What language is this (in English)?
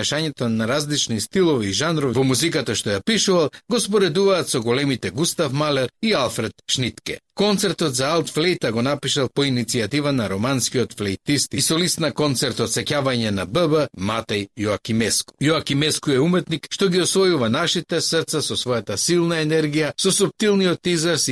Macedonian